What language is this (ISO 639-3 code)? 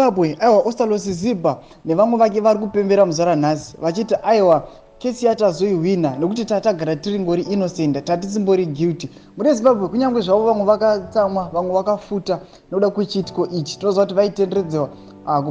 sna